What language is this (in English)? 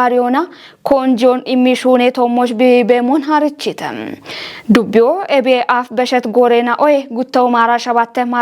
Kafa